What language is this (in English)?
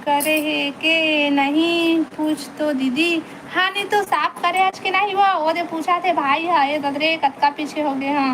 Chhattisgarhi